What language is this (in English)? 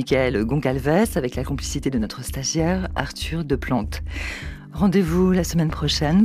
French